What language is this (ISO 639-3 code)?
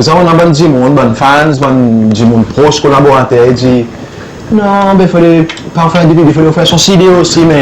crs